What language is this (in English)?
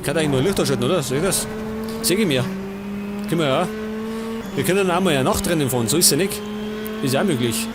Bavarian